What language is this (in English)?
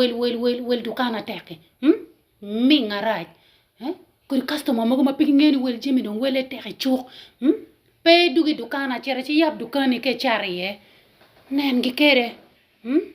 Acoli